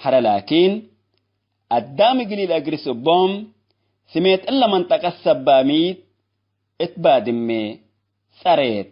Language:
Tigre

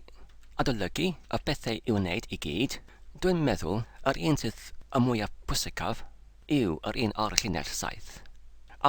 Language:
Welsh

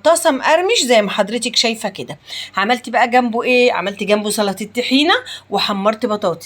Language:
Egyptian Arabic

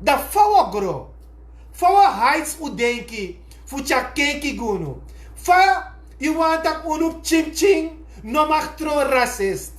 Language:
Sranan Tongo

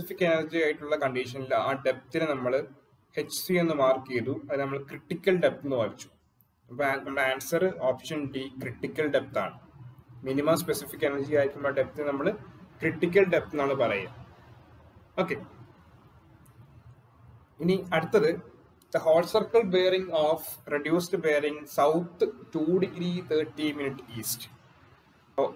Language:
Malayalam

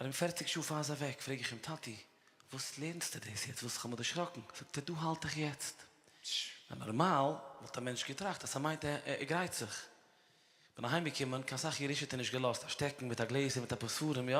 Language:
Yiddish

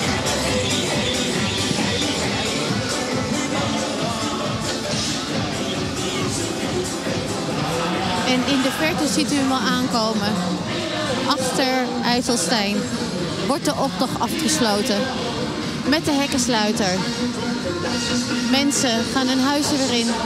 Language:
Dutch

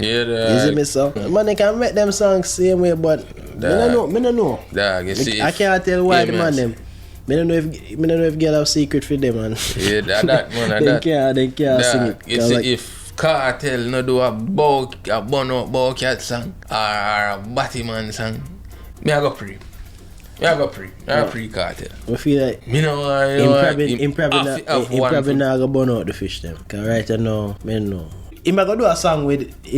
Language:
Jamaican Creole English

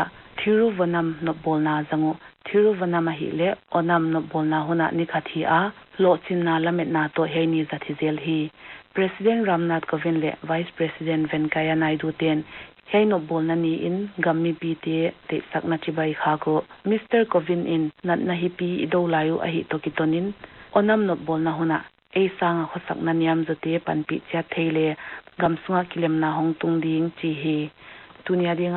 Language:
Paite Chin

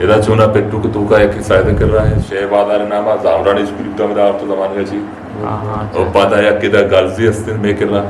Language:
Eastern Balochi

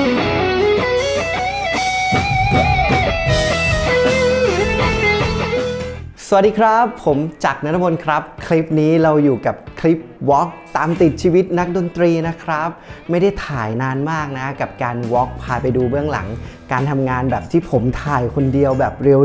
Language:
Thai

